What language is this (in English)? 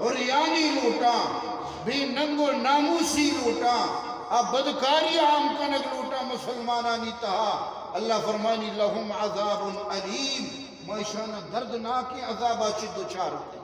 Eastern Balochi